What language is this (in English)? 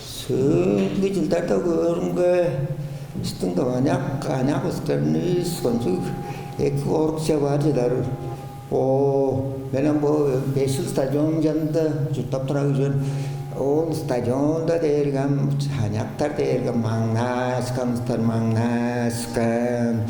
Tuvinian